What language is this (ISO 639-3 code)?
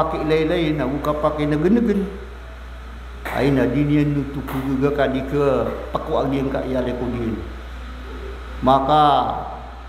mrw